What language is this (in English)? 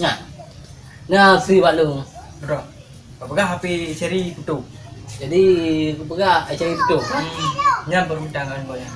Achinese